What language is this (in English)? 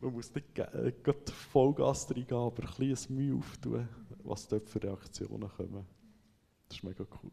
Swiss German